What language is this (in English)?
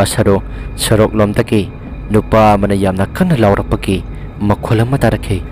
Manipuri